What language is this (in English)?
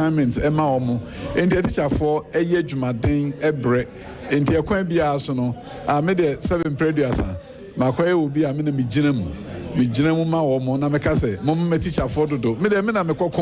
Akan